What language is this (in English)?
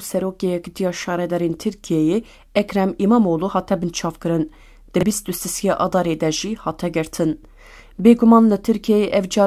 Kurdish